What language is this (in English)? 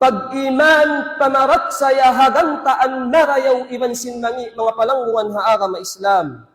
Tausug